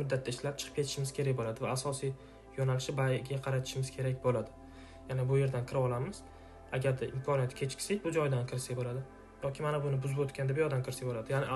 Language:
Uzbek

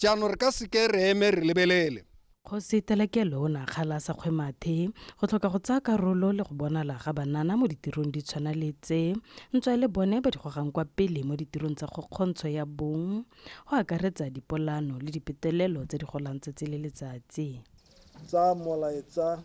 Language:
Tswana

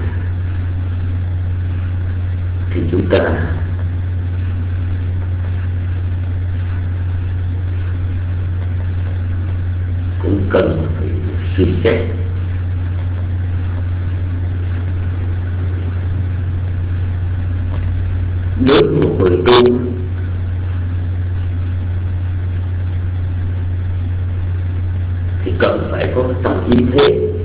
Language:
Vietnamese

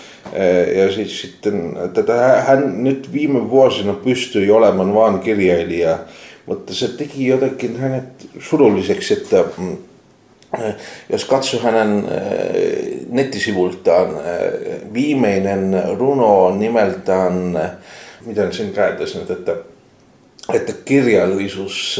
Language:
Finnish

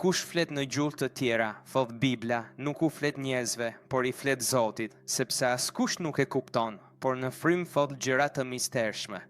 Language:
Albanian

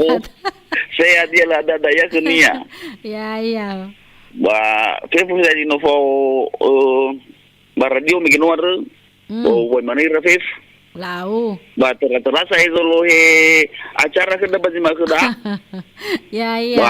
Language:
Nias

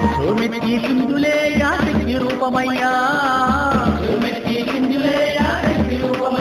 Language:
Telugu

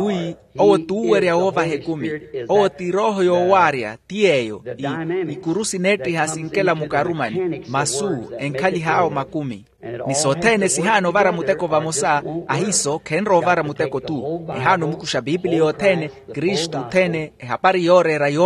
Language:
Makhuwa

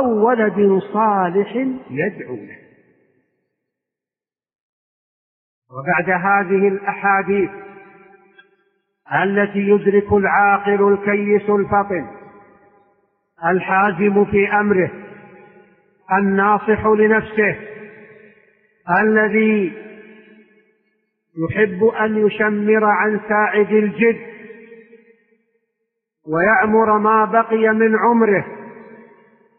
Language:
Arabic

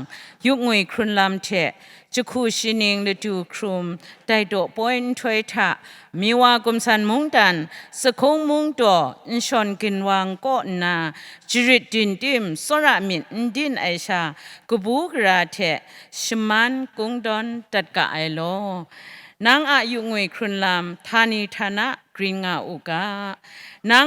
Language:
Kachin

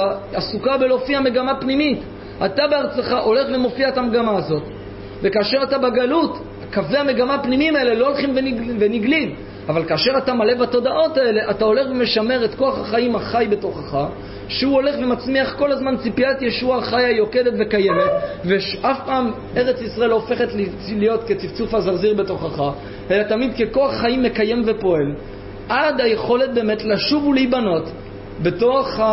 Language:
Hebrew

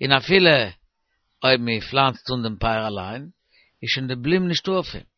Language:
Yiddish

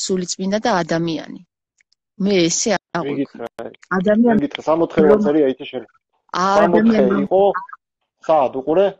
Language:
Georgian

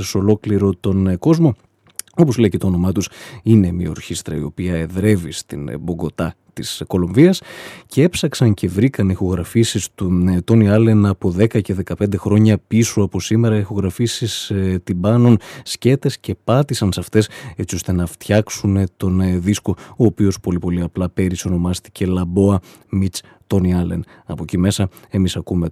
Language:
Greek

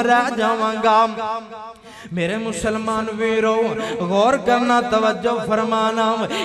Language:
Urdu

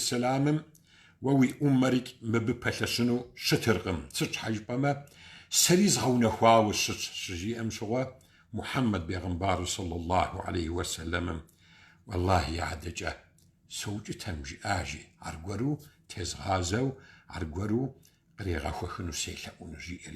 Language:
Kabardian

